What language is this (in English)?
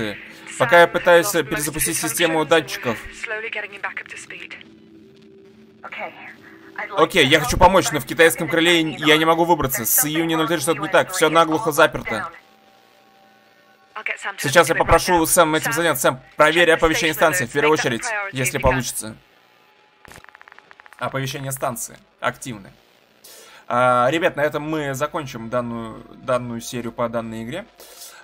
Russian